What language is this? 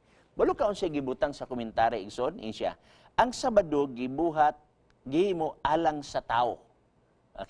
Cebuano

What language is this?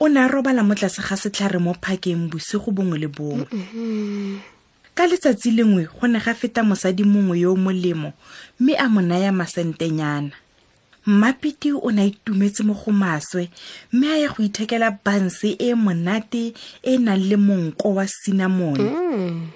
Tswana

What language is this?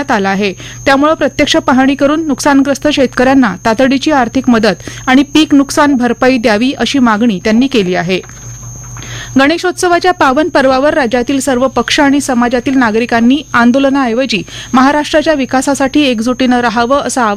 Marathi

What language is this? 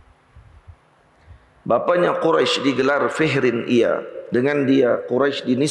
Malay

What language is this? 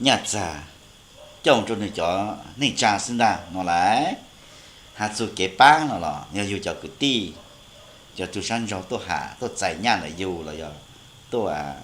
Hmong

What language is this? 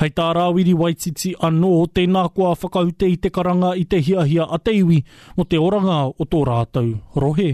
Māori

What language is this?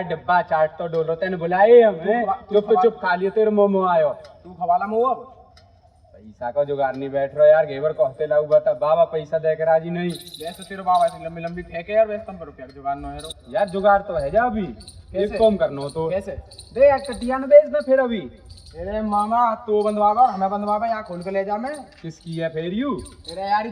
Braj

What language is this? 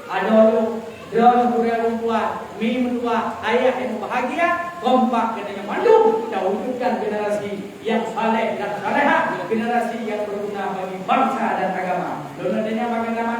Achinese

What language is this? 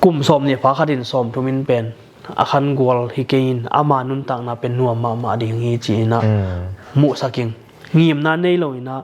Tedim Chin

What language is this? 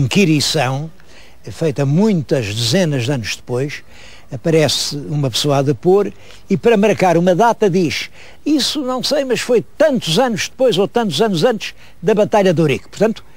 Portuguese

